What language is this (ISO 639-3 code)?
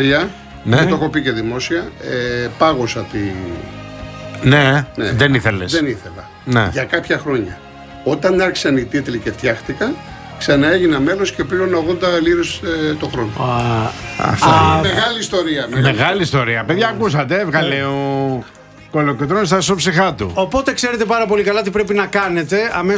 ell